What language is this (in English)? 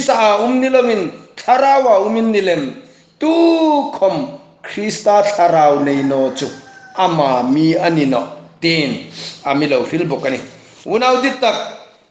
Hmar